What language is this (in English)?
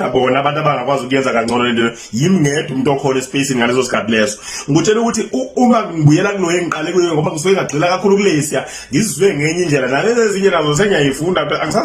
Zulu